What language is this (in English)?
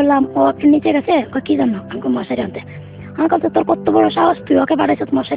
Bangla